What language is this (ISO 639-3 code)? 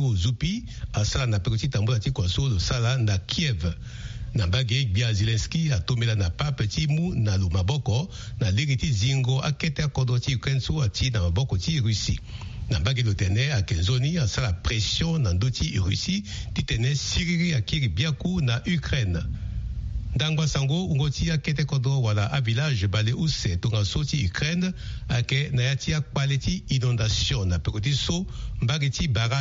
sag